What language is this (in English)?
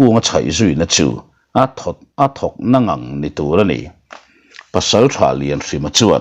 Mizo